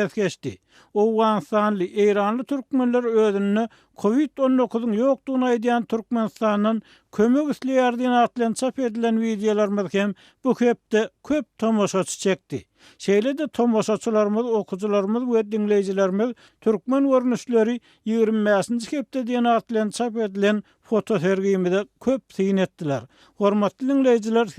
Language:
Turkmen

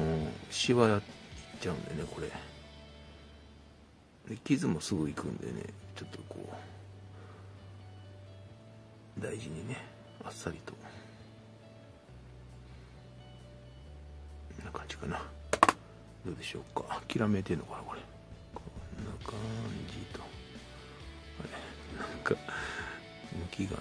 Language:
Japanese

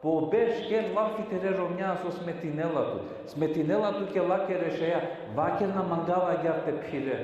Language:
Balkan Romani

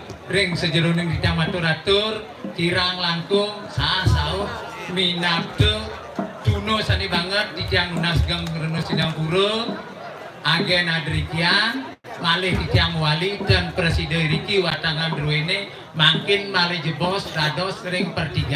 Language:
Balinese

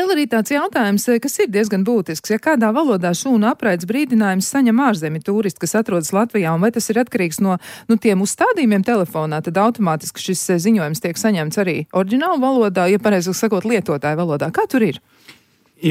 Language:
Latvian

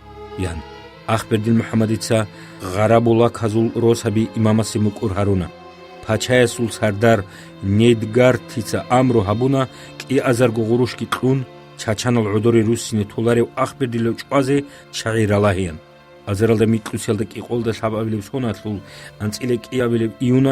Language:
Avaric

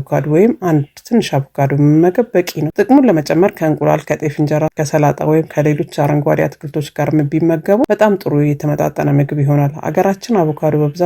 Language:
Amharic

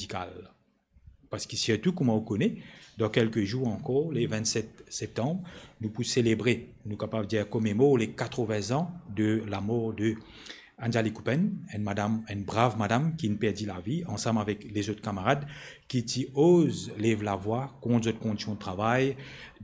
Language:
Morisyen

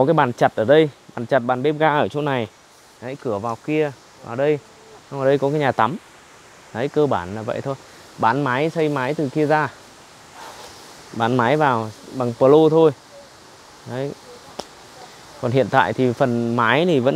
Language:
Vietnamese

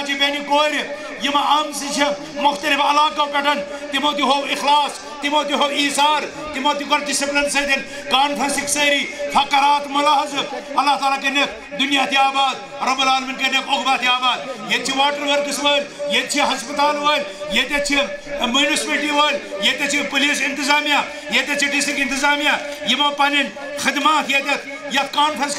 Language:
Kashmiri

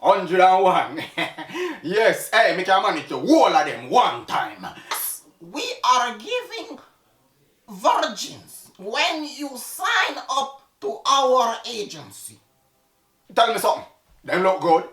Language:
Jamaican Creole English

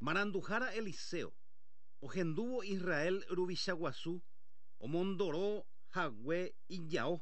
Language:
Guarani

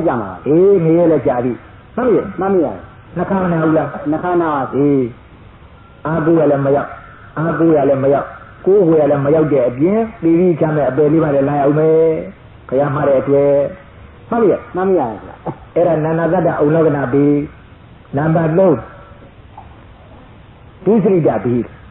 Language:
Burmese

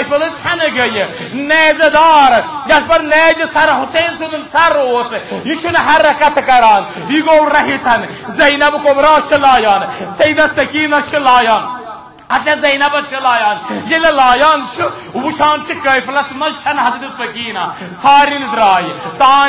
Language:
Kashmiri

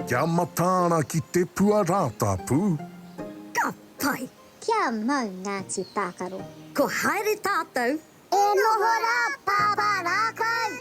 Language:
Māori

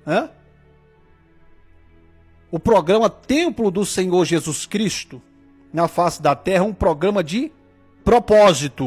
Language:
Portuguese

